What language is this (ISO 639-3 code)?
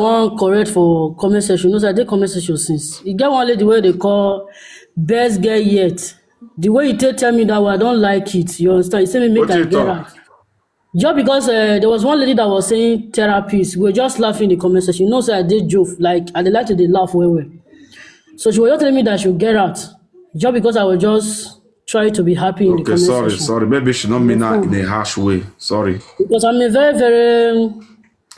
pcm